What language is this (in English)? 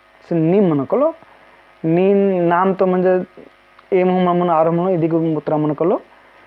Kurukh